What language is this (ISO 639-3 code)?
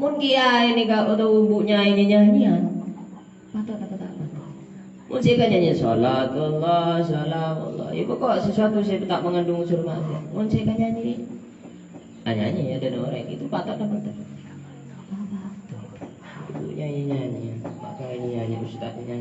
mad